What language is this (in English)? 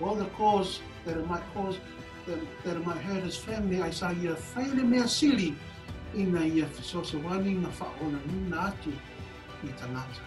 Samoan